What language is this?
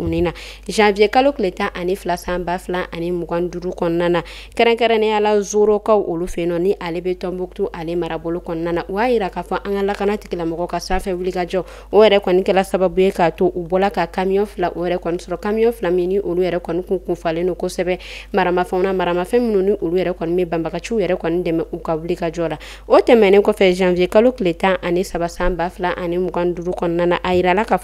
Bambara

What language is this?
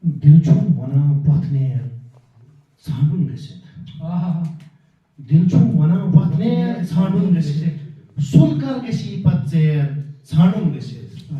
Kashmiri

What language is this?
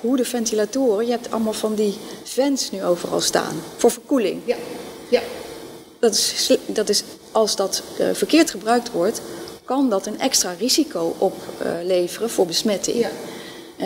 Dutch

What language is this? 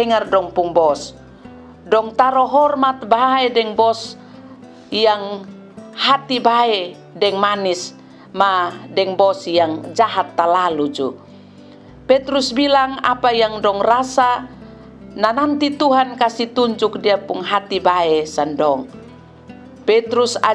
Kupang Malay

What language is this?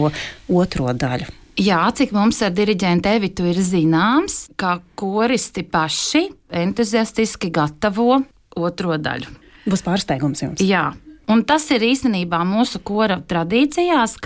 Latvian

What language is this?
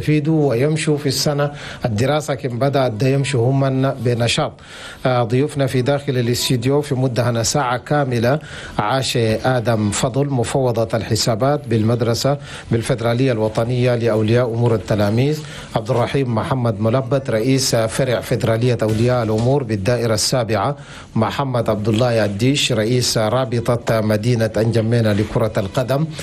Chadian Arabic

